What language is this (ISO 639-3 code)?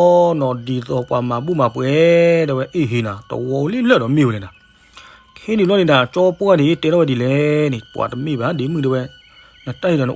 ksw